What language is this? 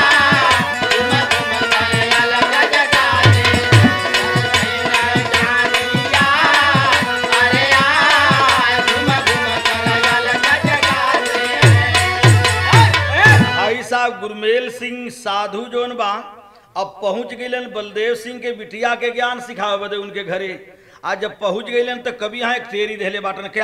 Bhojpuri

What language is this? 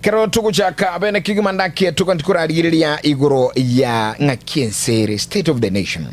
Gusii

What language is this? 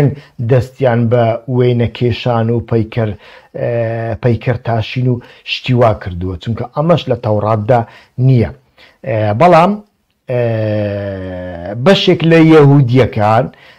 Central Kurdish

